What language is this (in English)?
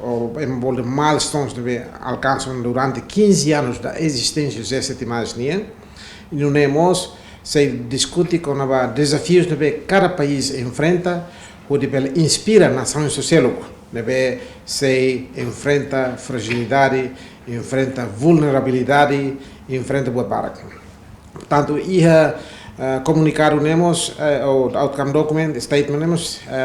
Tetum